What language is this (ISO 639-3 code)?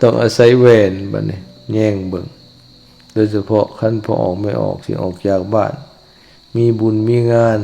lao